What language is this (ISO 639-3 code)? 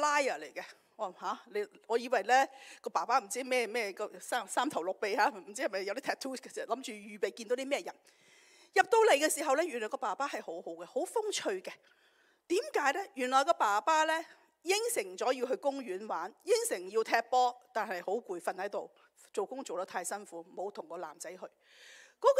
yue